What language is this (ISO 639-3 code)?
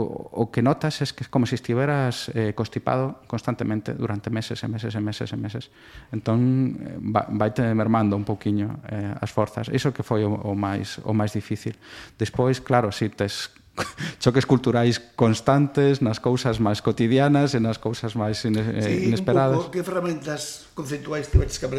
glg